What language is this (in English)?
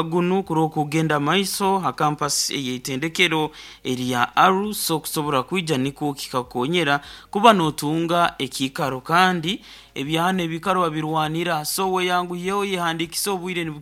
Nyoro